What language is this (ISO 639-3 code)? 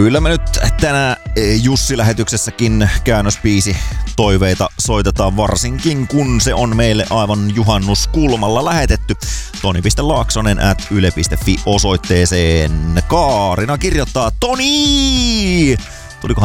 fin